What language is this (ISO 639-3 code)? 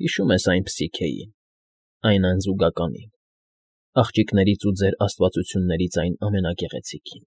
hye